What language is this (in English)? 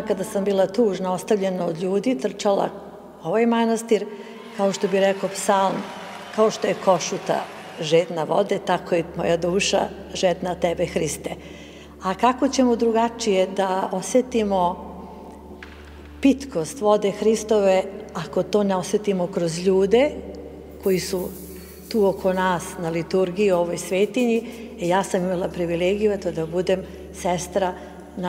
Serbian